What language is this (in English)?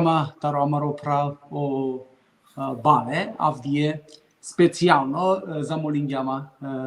Balkan Romani